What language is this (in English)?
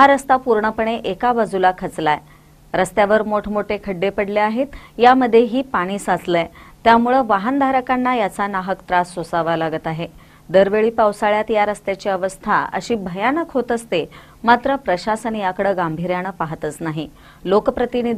Marathi